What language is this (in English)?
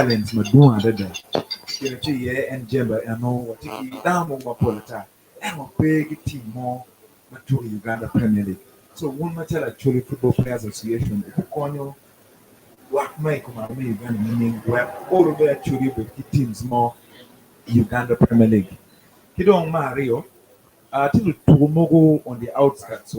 Acoli